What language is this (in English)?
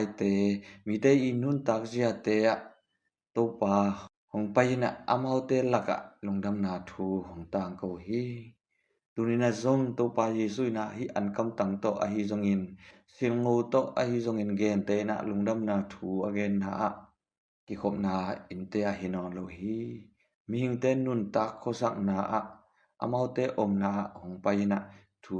Tedim Chin